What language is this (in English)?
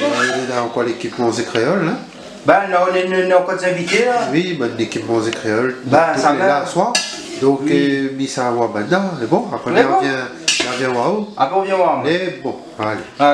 Réunion Creole French